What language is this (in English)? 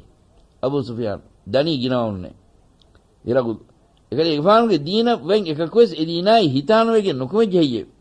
Divehi